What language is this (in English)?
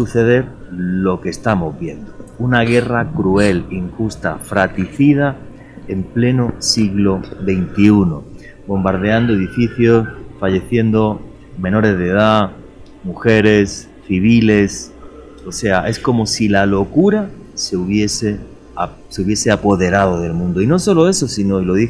Spanish